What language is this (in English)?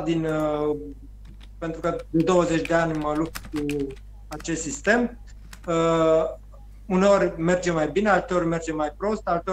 Romanian